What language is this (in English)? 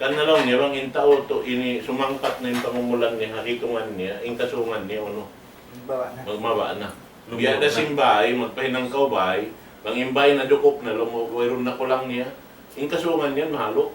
Tausug